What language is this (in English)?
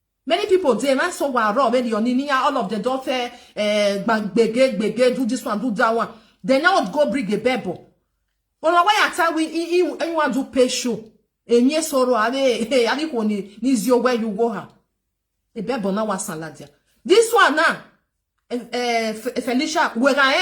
Nigerian Pidgin